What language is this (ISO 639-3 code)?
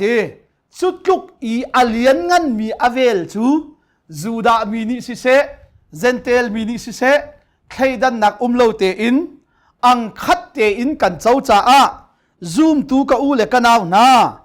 cnh